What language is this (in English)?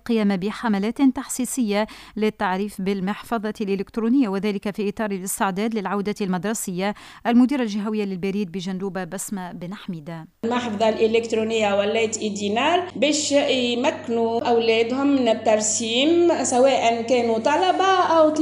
Tunisian Arabic